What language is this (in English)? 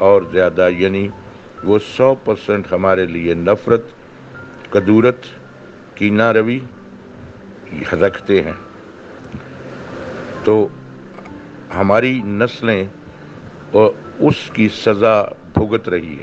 Urdu